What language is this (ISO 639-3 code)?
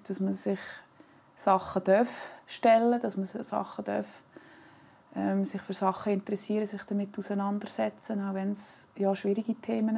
gsw